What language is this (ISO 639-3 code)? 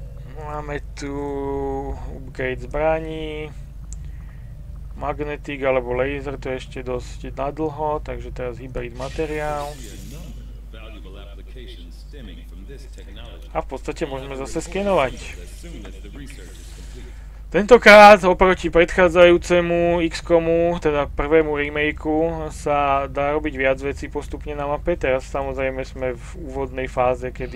slk